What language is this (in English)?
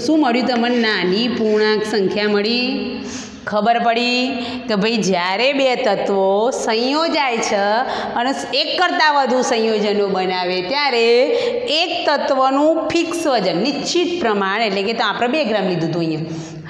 Gujarati